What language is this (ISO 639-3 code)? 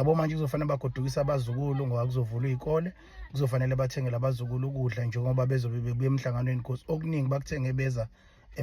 zul